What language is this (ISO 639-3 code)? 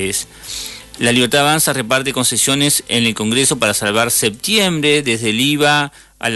spa